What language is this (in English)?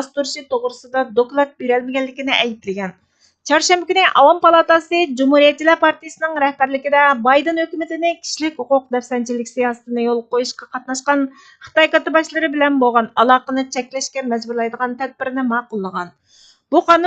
Uyghur